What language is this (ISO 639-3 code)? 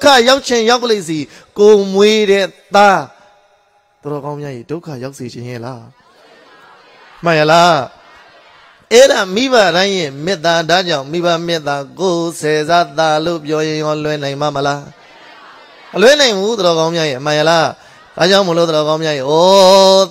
mya